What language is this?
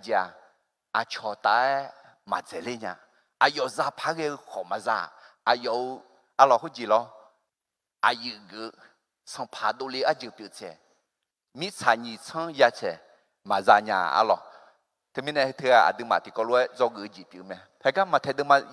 Akha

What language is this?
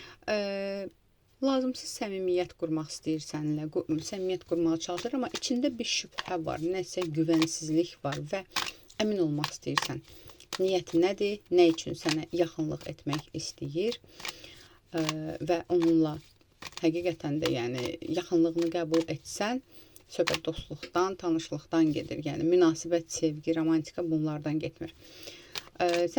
Azerbaijani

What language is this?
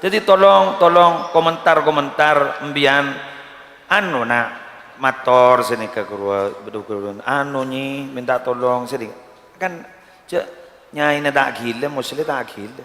Madurese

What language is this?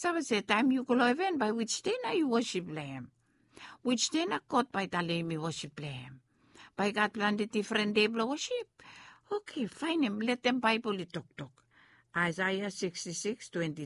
Bislama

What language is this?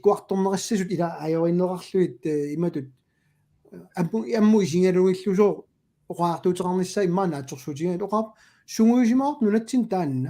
Kalaallisut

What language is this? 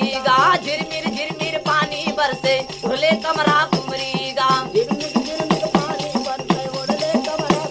Chhattisgarhi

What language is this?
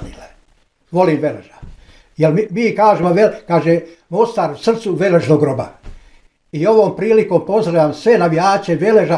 Bosnian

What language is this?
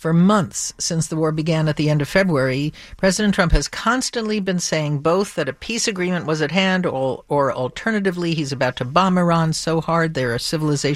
English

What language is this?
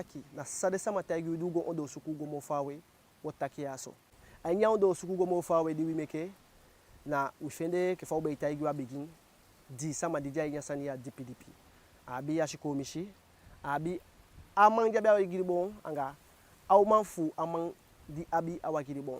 Eastern Maroon Creole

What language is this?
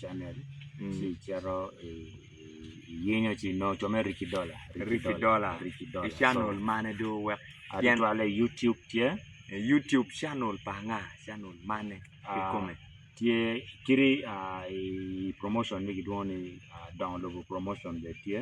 Acoli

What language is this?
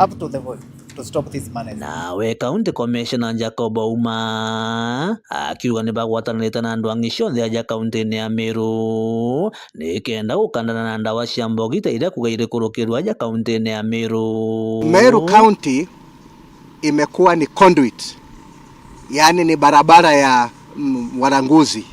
Meru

